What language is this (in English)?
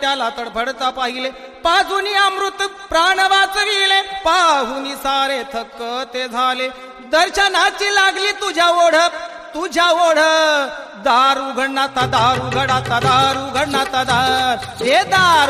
Marathi